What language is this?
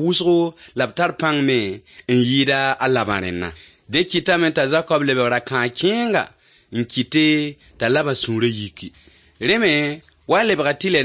Mossi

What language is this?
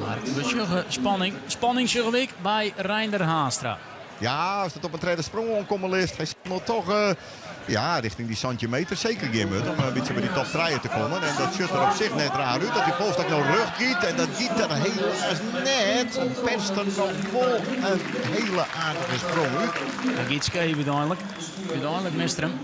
Western Frisian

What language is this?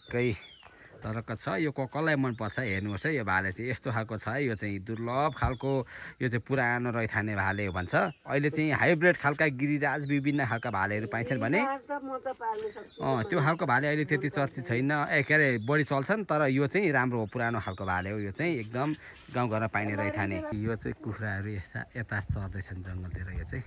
Nepali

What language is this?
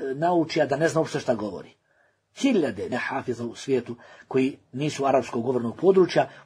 Bosnian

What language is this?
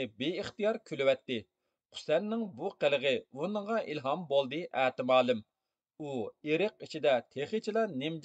Uyghur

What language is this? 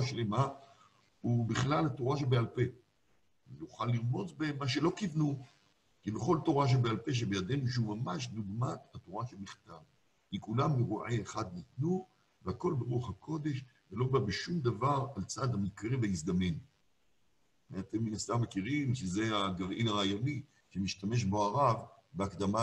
Hebrew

